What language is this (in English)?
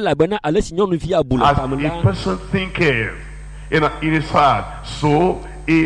Ewe